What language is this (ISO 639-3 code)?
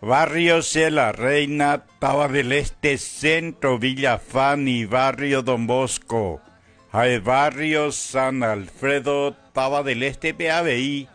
grn